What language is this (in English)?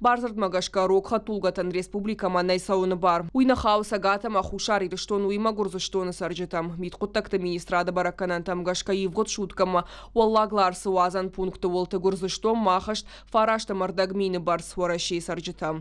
Ossetic